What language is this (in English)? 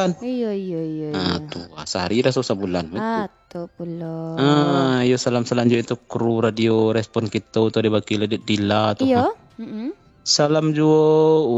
Minangkabau